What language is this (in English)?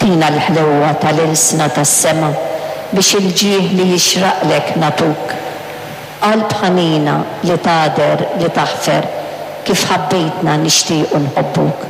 Maltese